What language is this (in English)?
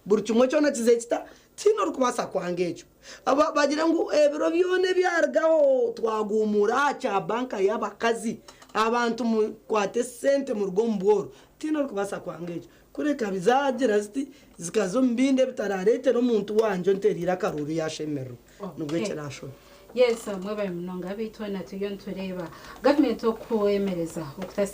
Nyankole